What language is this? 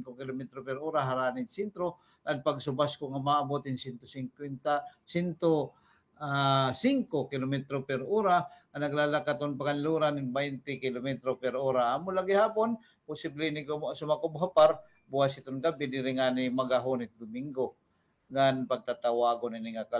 Waray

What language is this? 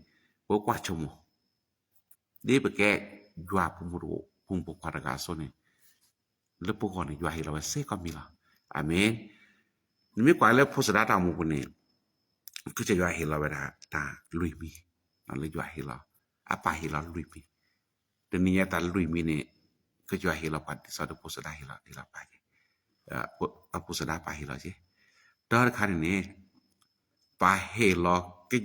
S'gaw Karen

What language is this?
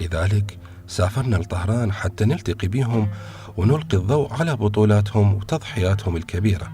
Mesopotamian Arabic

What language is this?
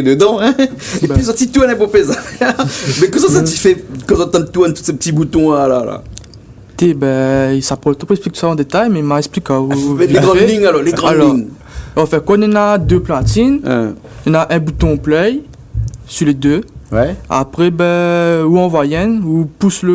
Réunion Creole French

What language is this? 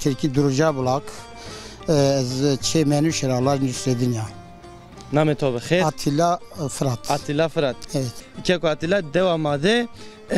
Zaza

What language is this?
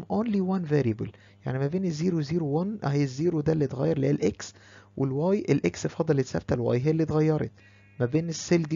Egyptian Arabic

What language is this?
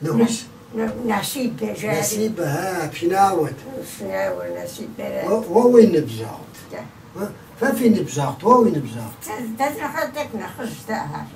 Kabardian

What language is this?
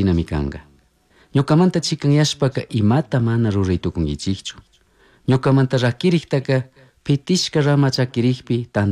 Chimborazo Highland Quichua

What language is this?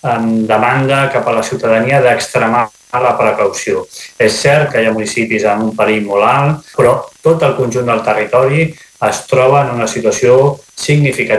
Catalan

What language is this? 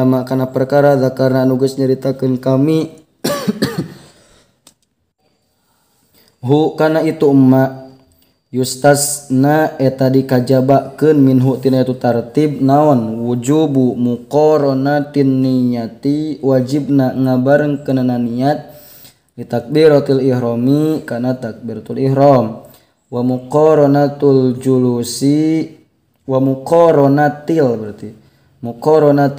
Sundanese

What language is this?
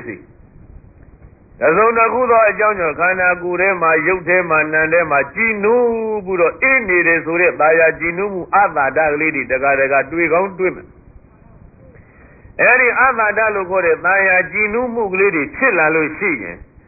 Burmese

